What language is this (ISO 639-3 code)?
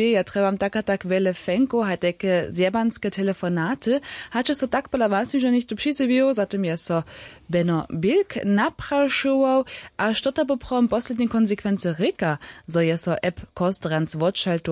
hsb